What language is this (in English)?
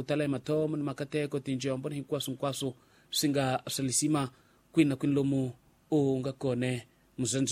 Tsonga